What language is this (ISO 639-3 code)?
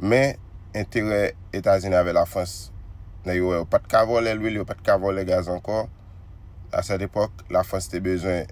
hat